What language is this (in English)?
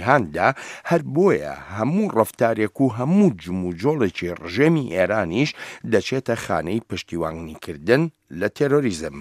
Central Kurdish